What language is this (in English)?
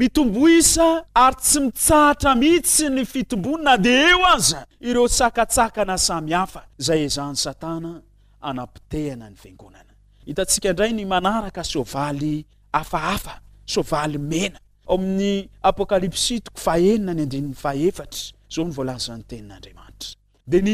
Malagasy